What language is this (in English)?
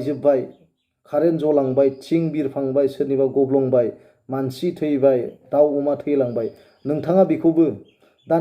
Bodo